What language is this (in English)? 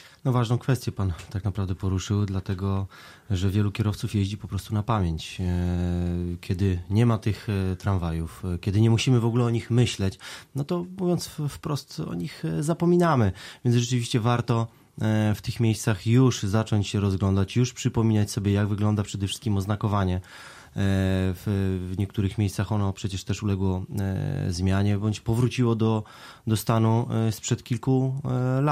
Polish